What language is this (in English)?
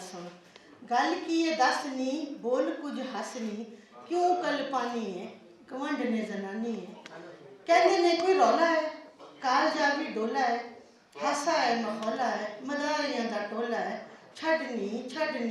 Western Panjabi